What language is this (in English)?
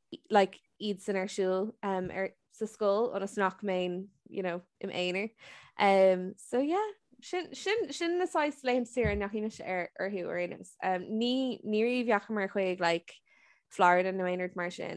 Irish